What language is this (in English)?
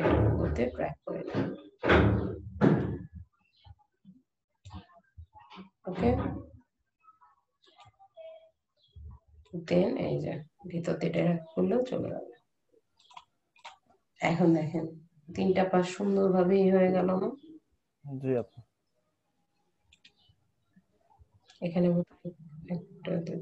Bangla